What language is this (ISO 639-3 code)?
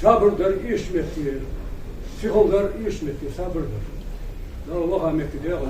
inh